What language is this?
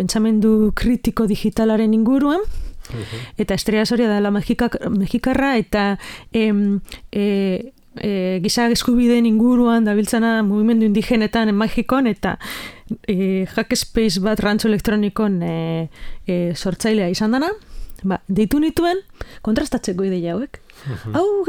Basque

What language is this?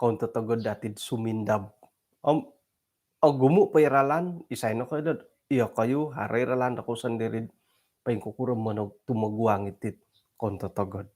Central Dusun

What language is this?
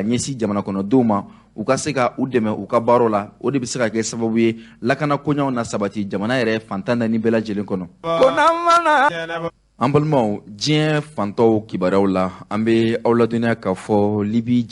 Bambara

